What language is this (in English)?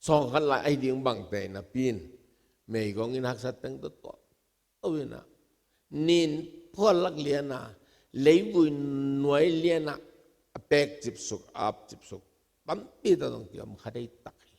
Tedim Chin